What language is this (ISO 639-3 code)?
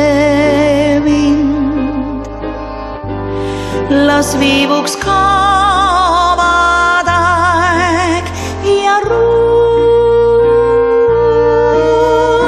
est